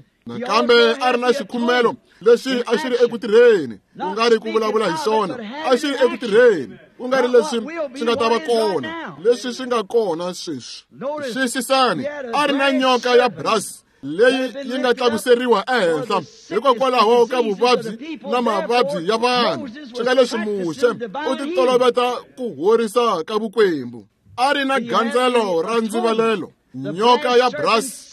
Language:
Tsonga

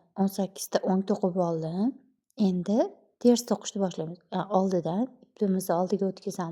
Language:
Uzbek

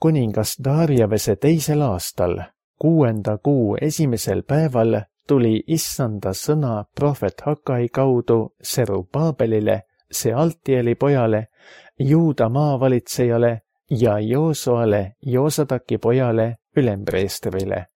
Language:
Estonian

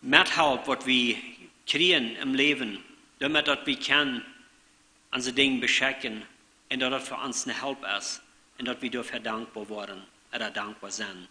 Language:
Plautdietsch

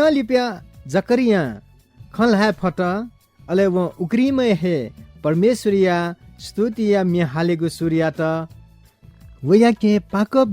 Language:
Newari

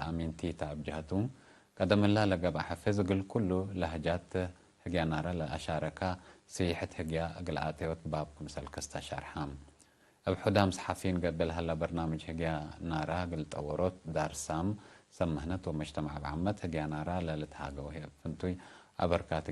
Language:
Tigre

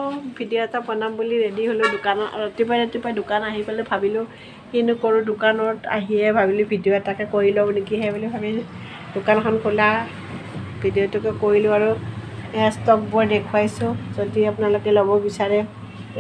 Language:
Assamese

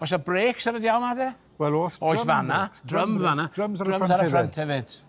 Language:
Welsh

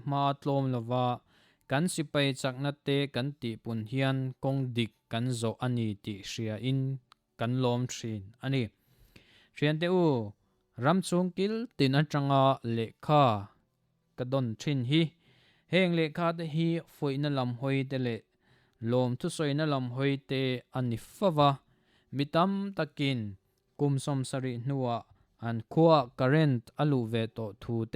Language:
Mizo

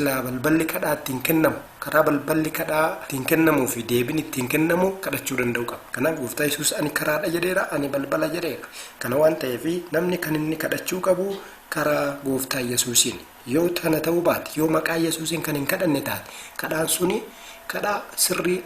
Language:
Oromo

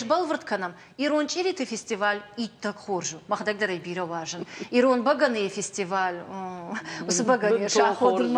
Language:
Ossetic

